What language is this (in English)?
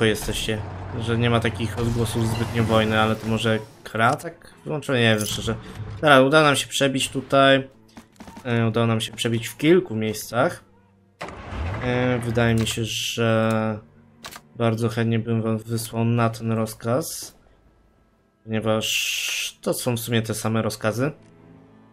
Polish